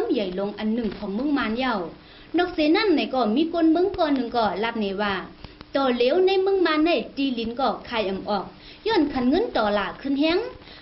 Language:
Shan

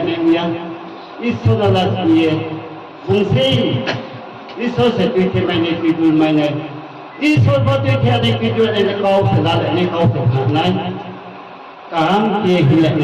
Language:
Riang (India)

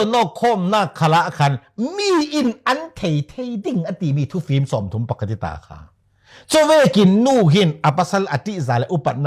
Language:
Falam Chin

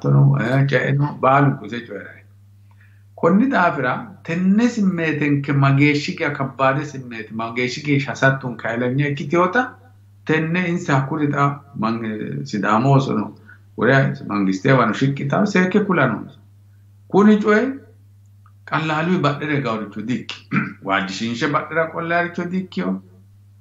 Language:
Sidamo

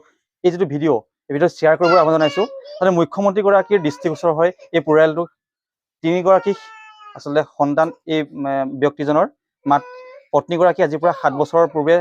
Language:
Assamese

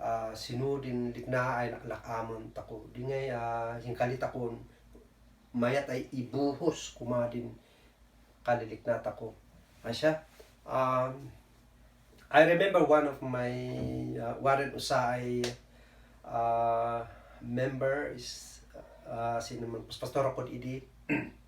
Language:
Kankanaey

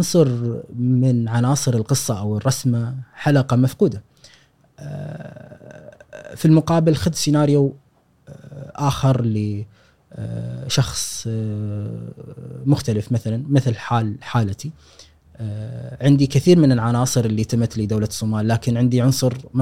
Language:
Gulf Arabic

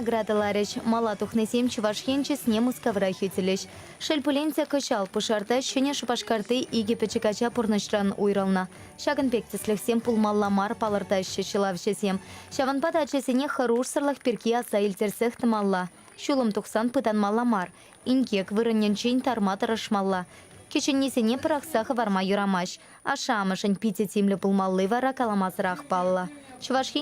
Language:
Chuvash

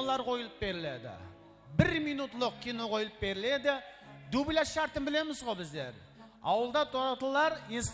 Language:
Kara-Kalpak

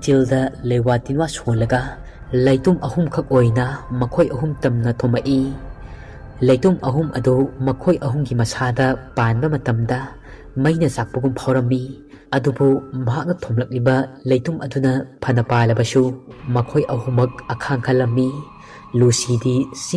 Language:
Manipuri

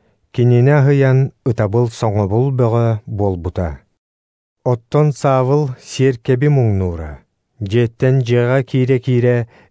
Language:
Yakut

